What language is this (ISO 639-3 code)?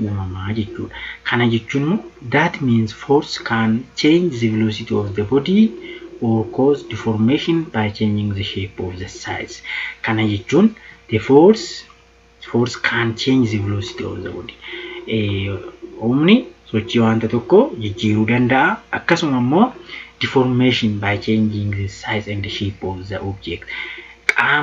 orm